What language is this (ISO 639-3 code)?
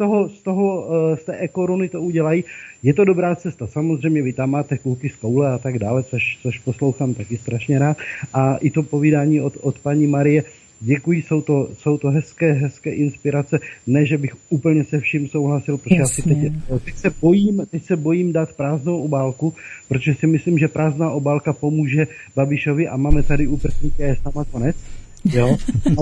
ces